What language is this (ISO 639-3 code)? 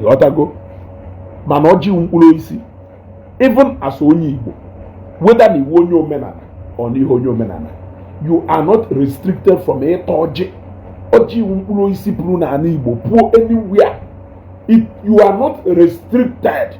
ibo